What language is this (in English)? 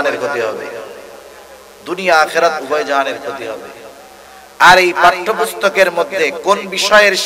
Bangla